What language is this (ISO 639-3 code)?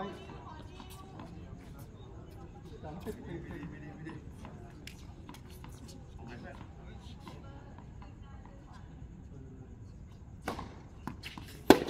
tha